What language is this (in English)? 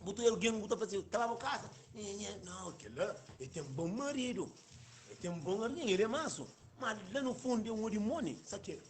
Kabuverdianu